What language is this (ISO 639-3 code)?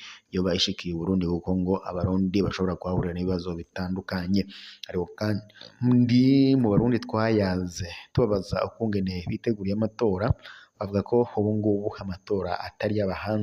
run